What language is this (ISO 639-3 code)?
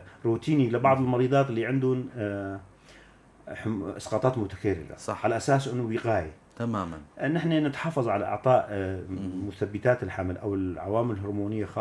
apc